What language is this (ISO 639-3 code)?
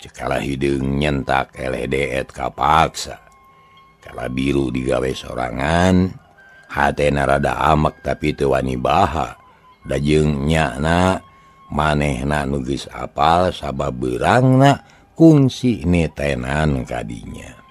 sun